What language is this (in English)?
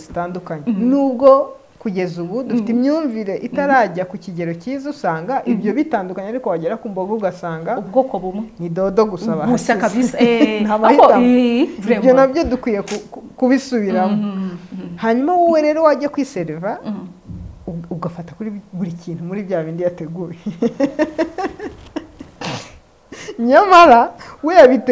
Kinyarwanda